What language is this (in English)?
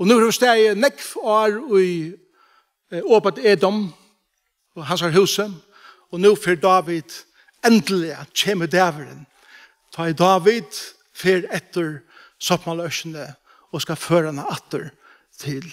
Faroese